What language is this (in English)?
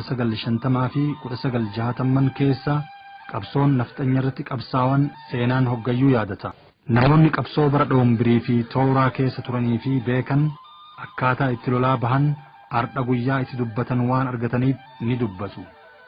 Oromo